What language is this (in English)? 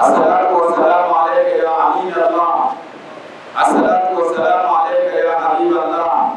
Dagbani